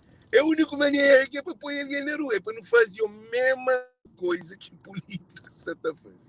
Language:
Kabuverdianu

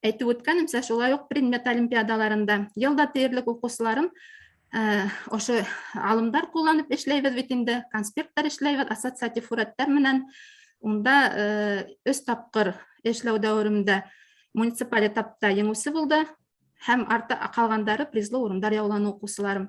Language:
Bashkir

